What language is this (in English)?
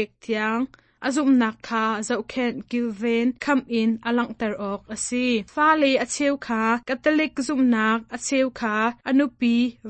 Hakha Chin